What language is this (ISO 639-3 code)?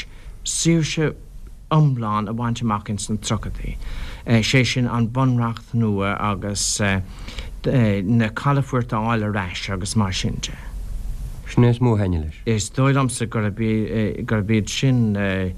gle